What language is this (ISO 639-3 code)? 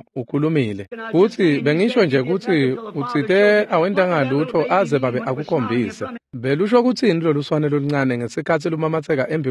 ssw